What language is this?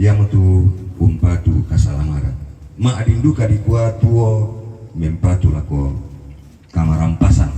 Toraja-Sa'dan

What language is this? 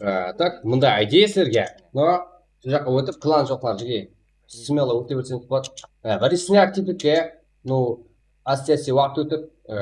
Kara-Kalpak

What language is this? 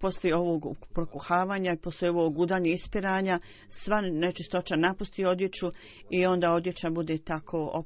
Bosnian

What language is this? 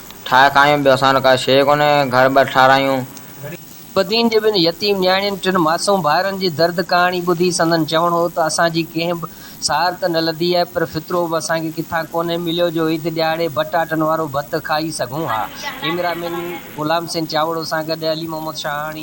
Sindhi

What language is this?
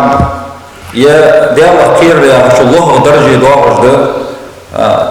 Ingush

